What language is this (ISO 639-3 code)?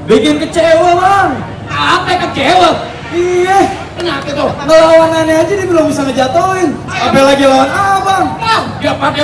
bew